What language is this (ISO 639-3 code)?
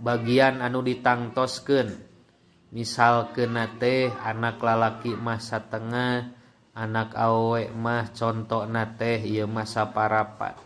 sun